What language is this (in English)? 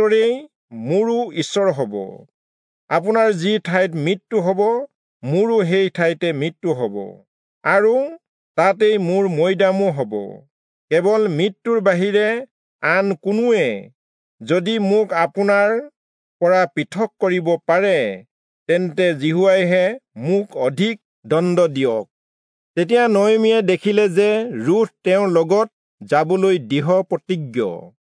Assamese